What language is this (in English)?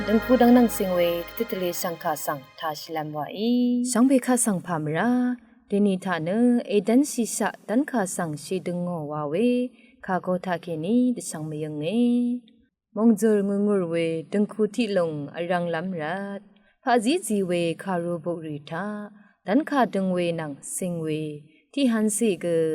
Rawang